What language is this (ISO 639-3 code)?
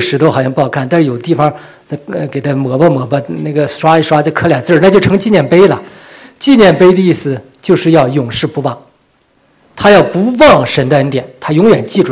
zho